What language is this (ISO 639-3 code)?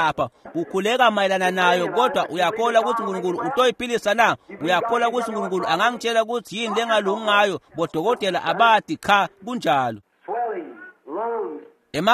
ssw